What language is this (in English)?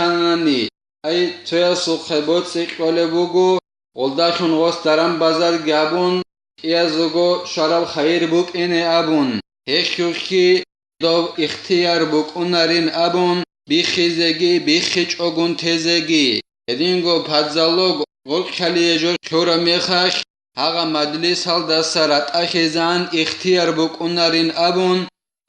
Avaric